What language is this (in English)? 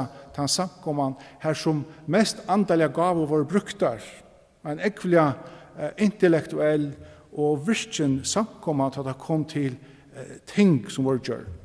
Faroese